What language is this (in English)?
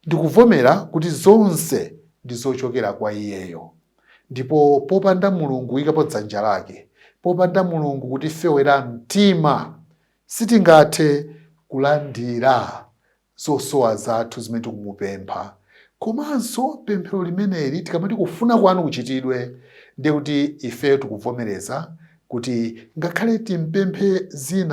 Nyanja